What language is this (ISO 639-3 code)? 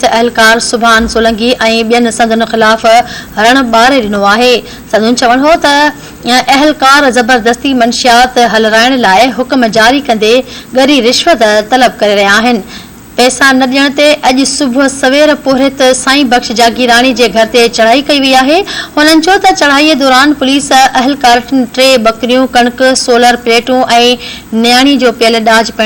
snd